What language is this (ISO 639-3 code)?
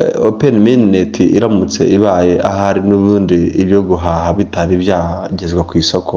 kin